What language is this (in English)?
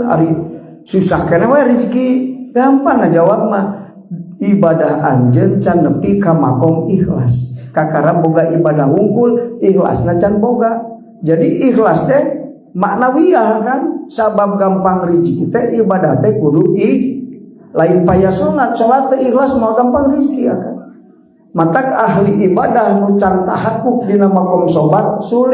Sundanese